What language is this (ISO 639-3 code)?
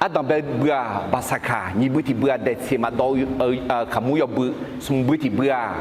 ahk